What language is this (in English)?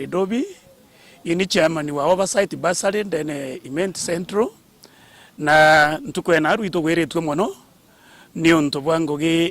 Meru